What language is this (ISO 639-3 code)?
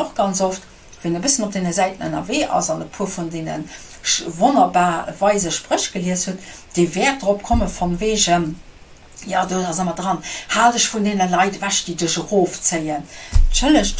ltz